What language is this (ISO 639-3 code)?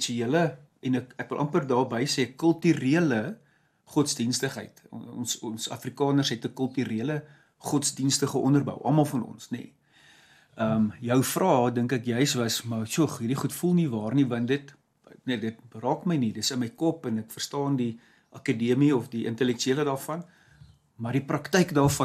afr